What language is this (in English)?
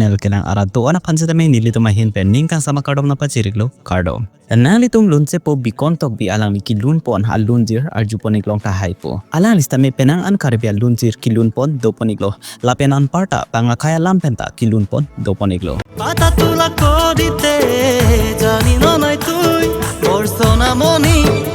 Karbi